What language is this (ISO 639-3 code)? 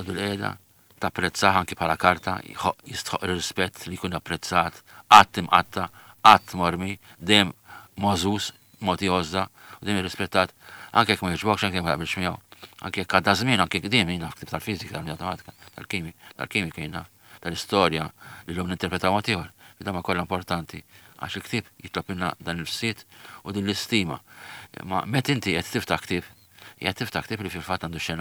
mlt